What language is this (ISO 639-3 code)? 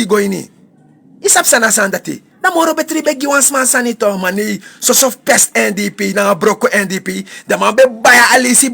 srn